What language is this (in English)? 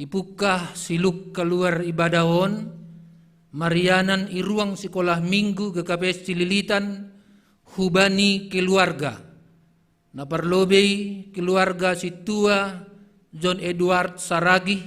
Batak Simalungun